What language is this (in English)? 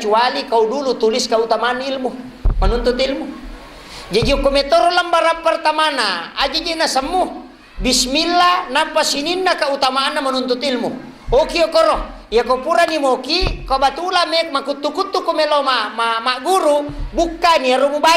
Buginese